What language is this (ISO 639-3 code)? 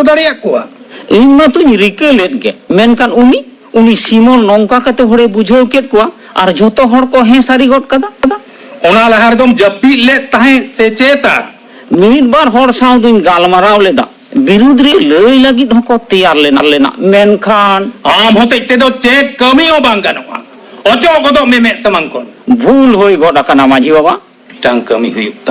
sat